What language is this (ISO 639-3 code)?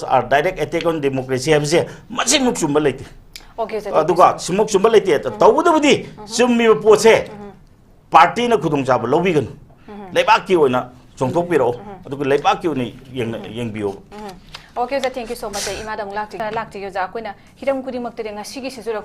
mni